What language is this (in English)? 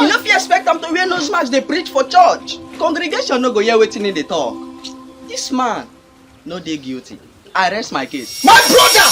Nigerian Pidgin